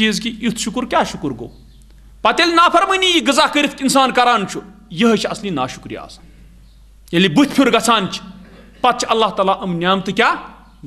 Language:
Kashmiri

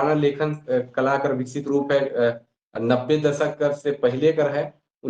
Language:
Sadri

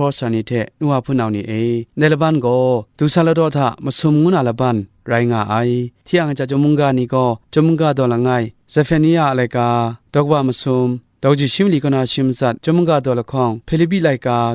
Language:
Kachin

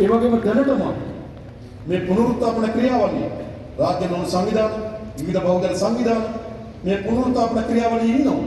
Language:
Sinhala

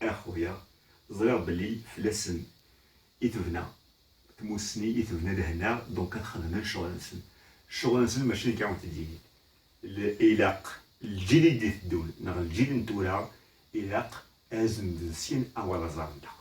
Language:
Kabyle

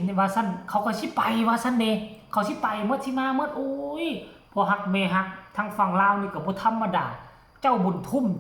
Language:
Northeastern Thai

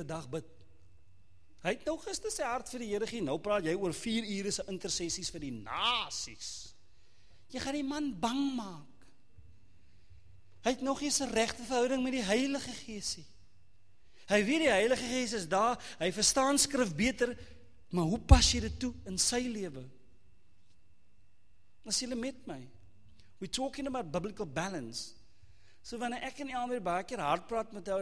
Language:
Afrikaans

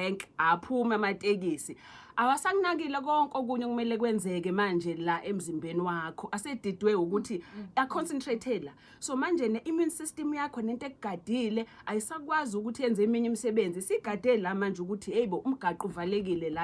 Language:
Zulu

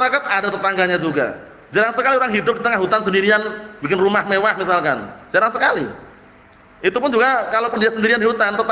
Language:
Indonesian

